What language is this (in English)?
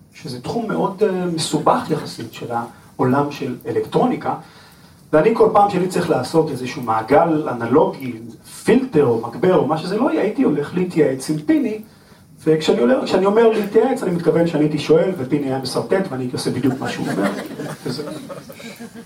Hebrew